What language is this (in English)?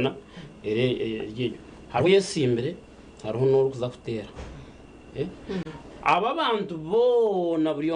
Nyankole